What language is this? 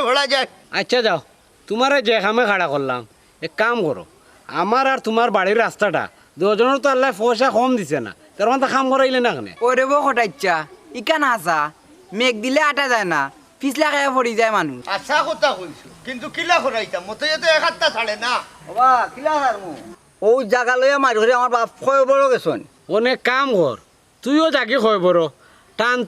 Sylheti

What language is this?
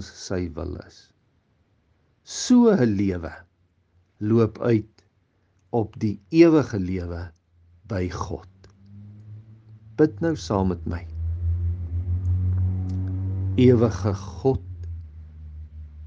Afrikaans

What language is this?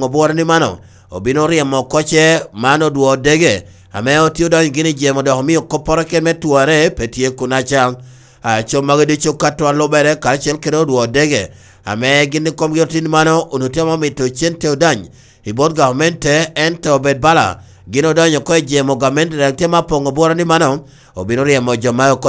Lango (Uganda)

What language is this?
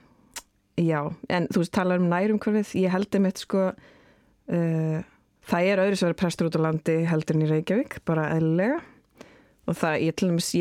Icelandic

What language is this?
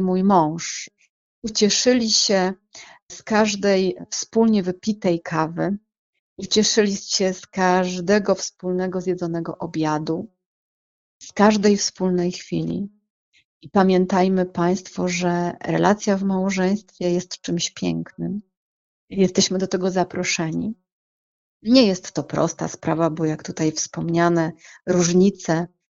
Polish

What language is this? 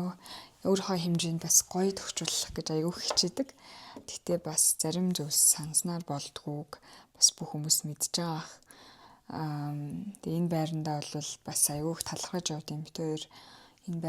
Mongolian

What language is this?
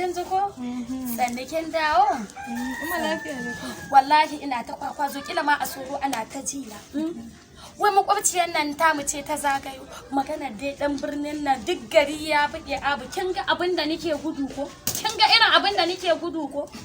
Hausa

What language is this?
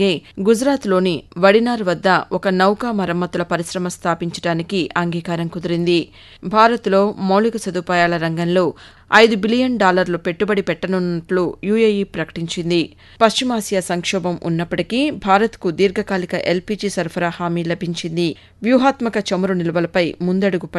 Telugu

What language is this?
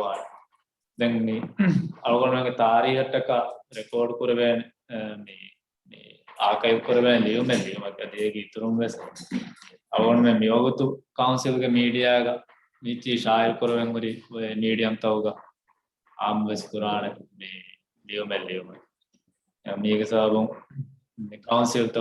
Divehi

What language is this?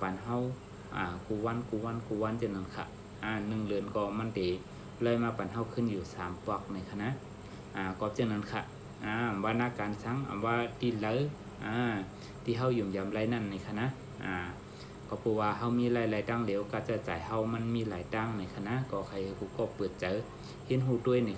Shan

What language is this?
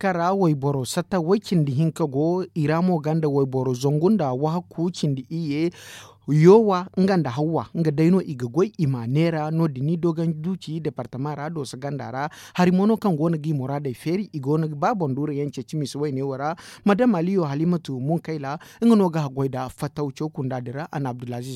Zarma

